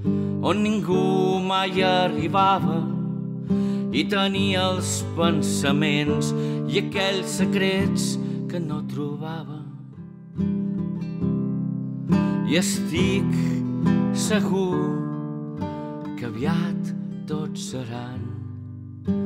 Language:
Catalan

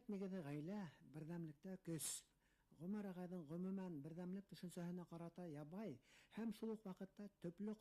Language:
Bashkir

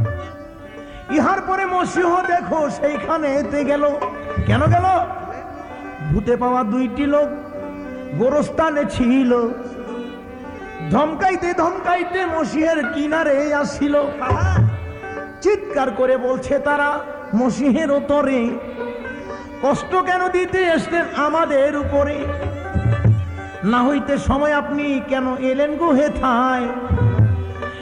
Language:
Bangla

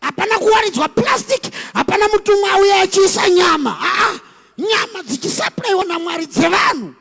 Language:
Shona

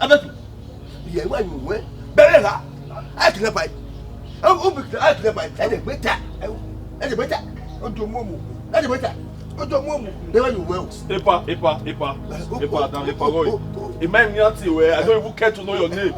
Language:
Bini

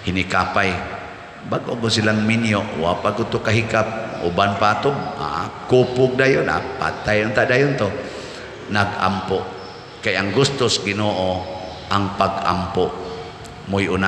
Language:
Cebuano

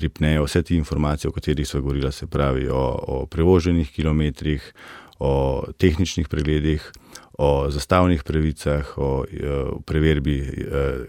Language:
Slovenian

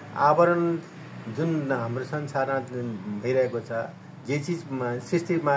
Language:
Nepali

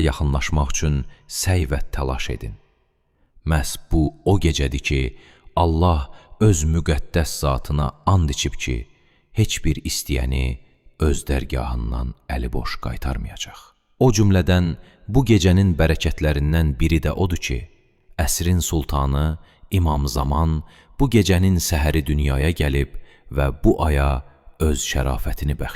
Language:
Azerbaijani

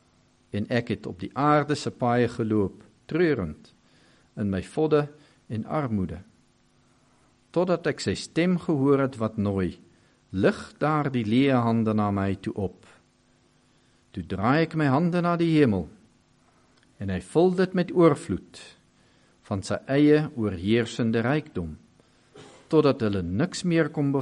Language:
Afrikaans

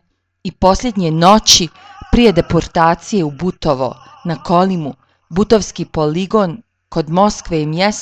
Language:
Serbian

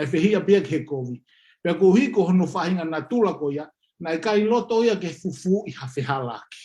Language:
Tongan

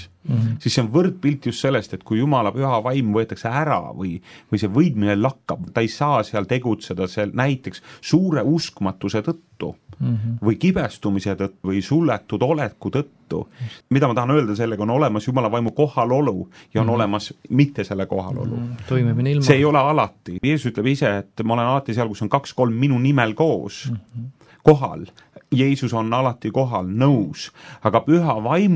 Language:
Estonian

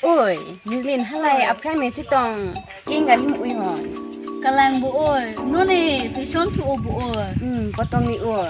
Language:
Karbi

